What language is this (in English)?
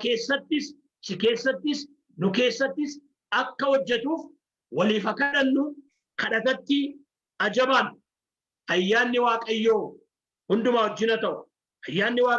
Oromo